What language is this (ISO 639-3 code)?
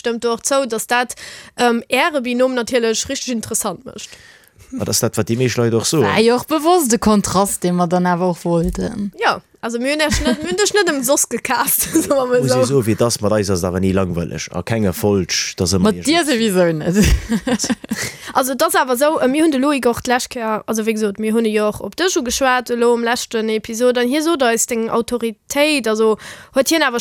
ltz